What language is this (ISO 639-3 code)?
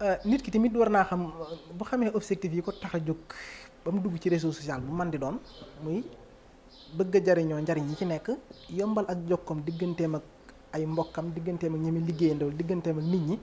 wol